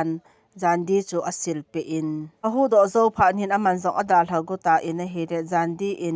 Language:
Thado Chin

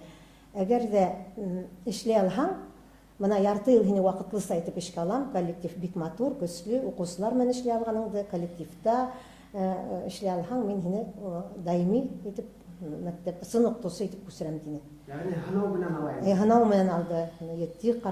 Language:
Bashkir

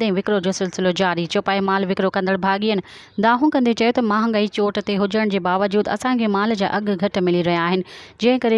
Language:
Sindhi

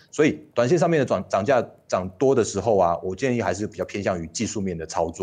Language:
Chinese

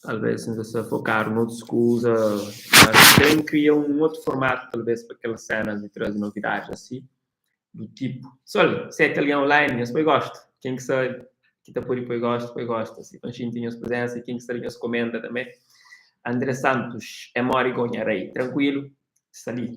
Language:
Kabuverdianu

